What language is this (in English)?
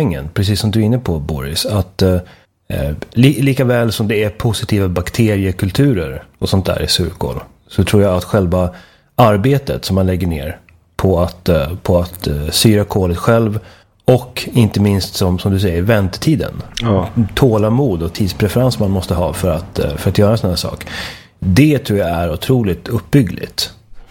Swedish